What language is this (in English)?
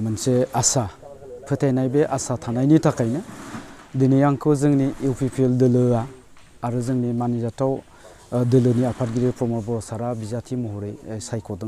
Bodo